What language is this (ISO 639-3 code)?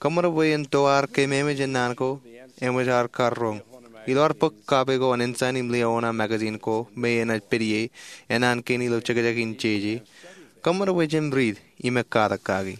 mah